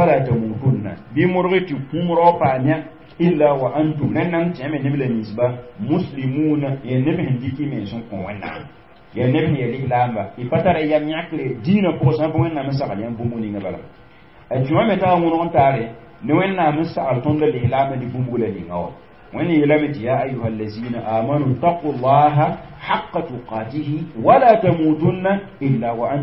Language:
Mossi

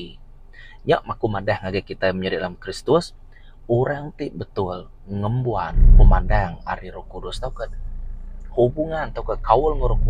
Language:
Iban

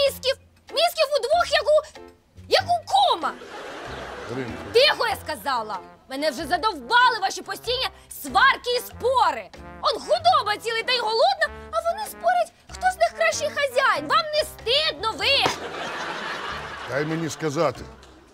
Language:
Ukrainian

